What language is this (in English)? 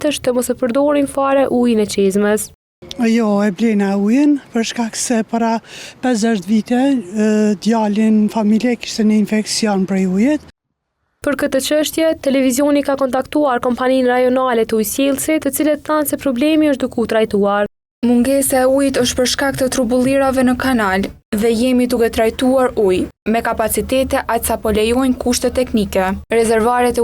Albanian